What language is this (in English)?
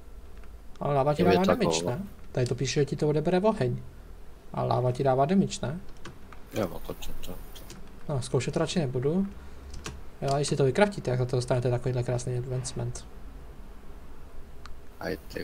Czech